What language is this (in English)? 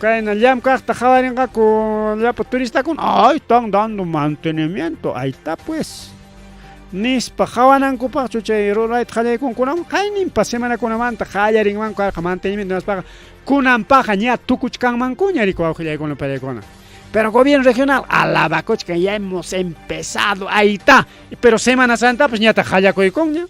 Ayacucho Quechua